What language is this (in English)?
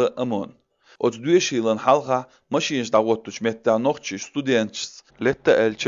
Chechen